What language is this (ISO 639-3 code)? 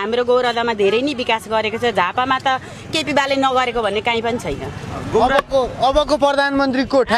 nep